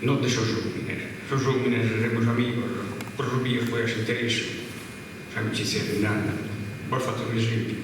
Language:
Sardinian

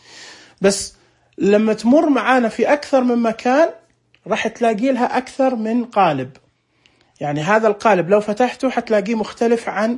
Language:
Najdi Arabic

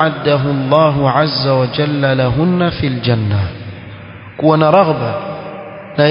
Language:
Swahili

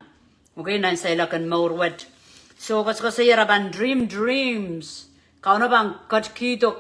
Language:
Pohnpeian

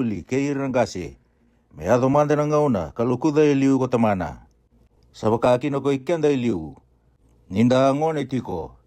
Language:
Fijian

